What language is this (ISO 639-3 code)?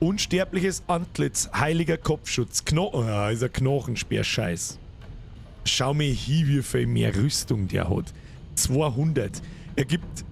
bar